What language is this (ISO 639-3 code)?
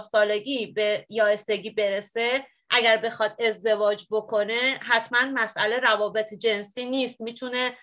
fas